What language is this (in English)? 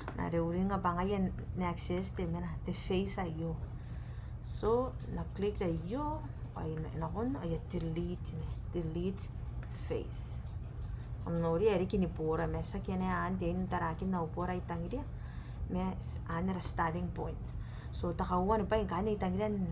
Gilbertese